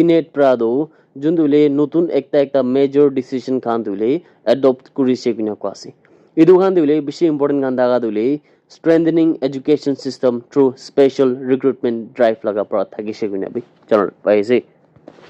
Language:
Naga Pidgin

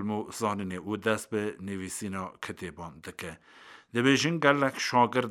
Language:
Kurdish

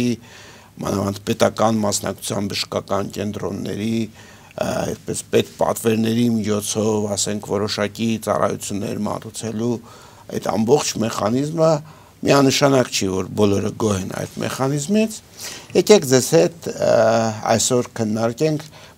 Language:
Armenian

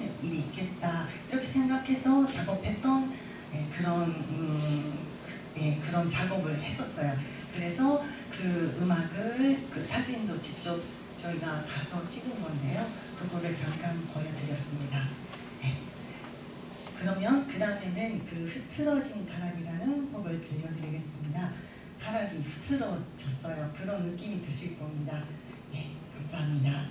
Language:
Korean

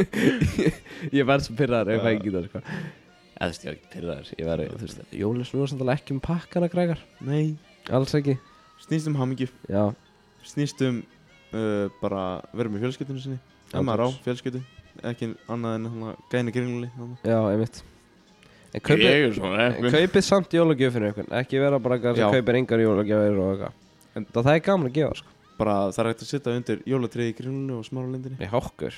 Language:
Icelandic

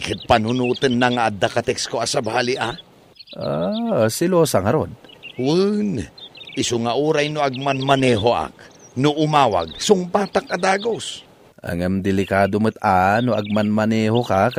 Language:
Iloko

